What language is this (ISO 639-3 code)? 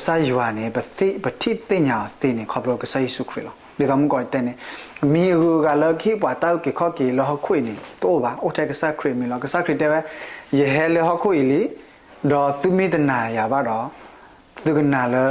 ksw